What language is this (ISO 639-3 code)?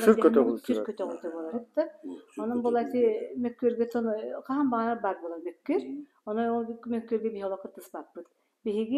sah